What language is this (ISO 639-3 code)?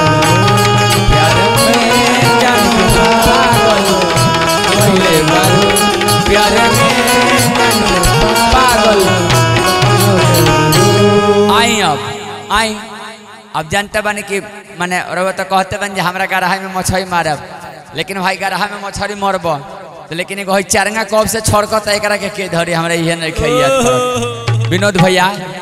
bho